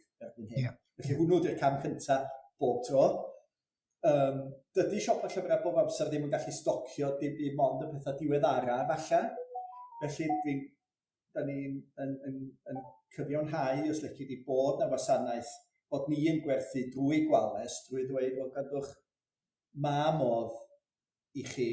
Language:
Welsh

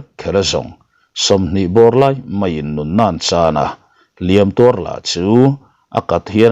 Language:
Mizo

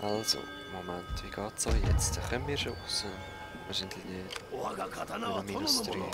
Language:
Swiss German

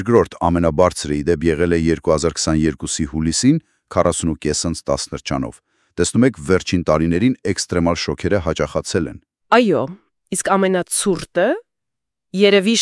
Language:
Armenian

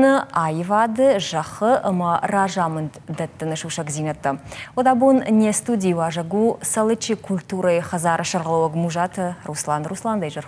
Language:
Ossetic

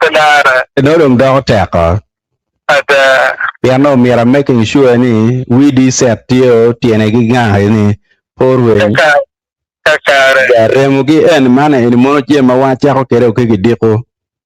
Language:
Acoli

